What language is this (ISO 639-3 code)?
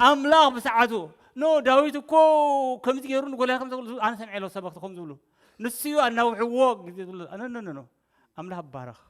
tir